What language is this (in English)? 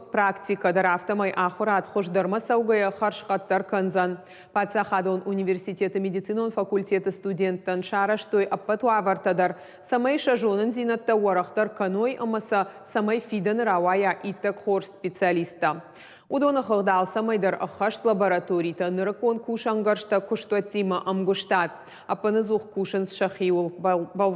Ossetic